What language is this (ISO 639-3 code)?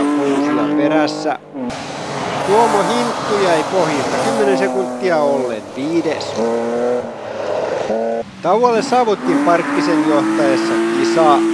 fin